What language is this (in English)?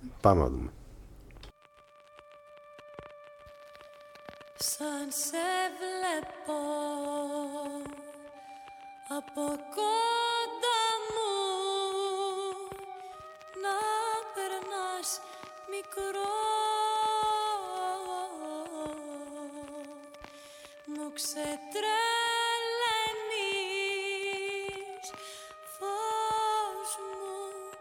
Greek